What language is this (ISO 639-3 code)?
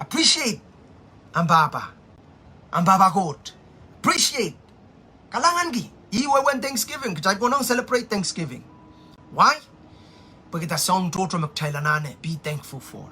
pon